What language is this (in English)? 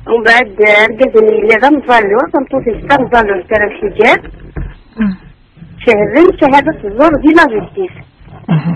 Kabyle